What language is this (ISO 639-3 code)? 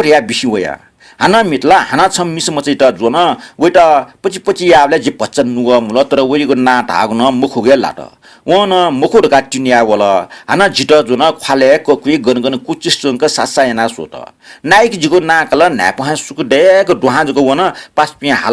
new